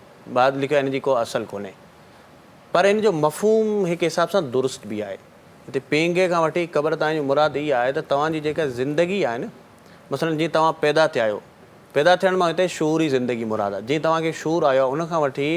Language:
Sindhi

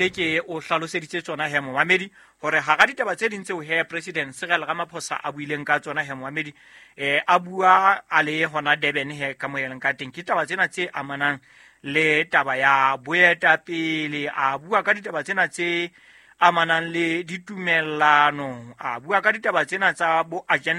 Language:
Southern Sotho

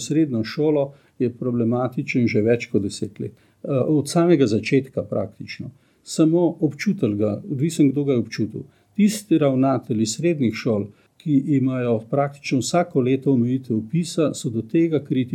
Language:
Slovenian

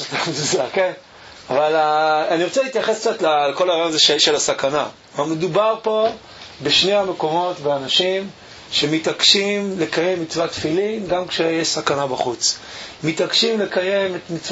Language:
Hebrew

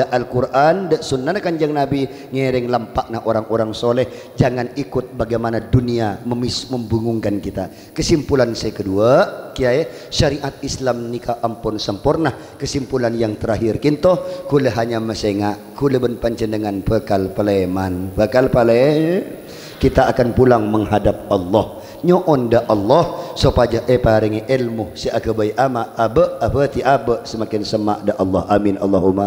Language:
Madurese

